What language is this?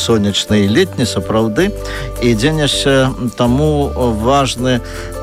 Belarusian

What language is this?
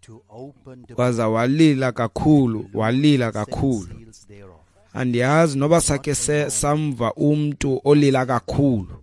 Xhosa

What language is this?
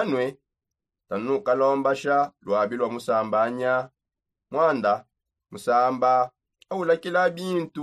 Songe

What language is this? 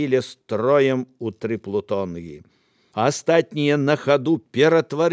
Belarusian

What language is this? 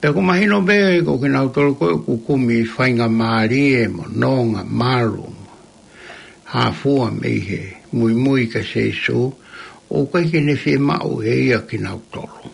Tongan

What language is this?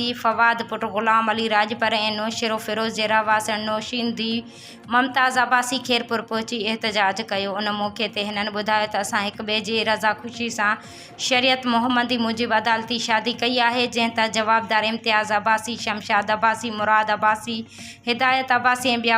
Sindhi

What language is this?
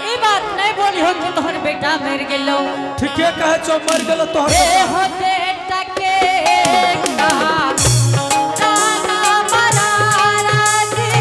Angika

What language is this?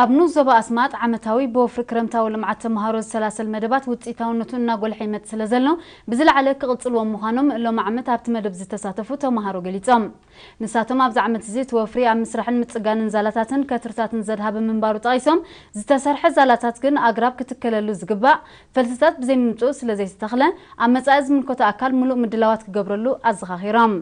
Tigrinya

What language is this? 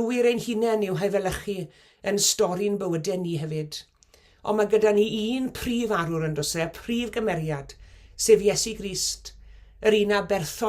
Welsh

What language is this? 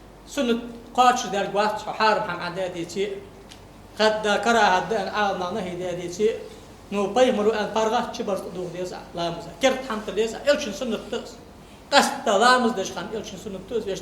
Ingush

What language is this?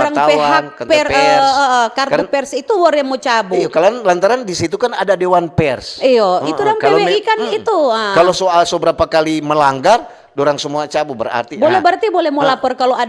Manado Malay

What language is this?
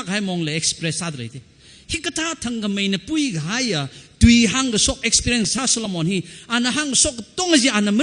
Tangkhul Naga (India)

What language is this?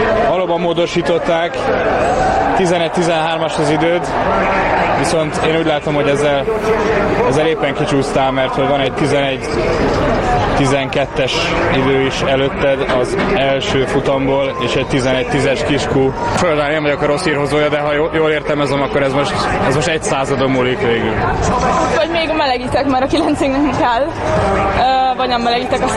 Hungarian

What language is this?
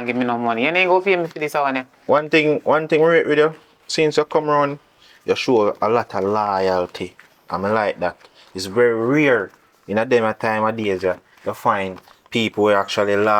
Jamaican Creole English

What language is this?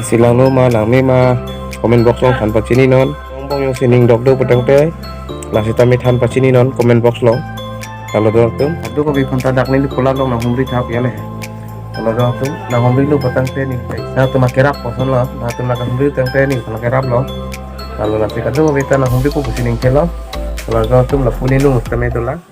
Karbi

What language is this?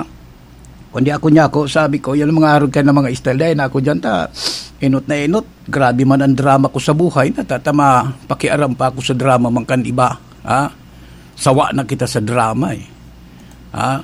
Bikol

